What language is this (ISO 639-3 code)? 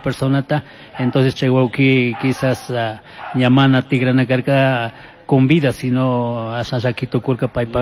qug